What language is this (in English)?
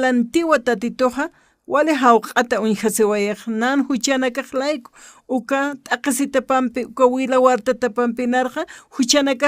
Aymara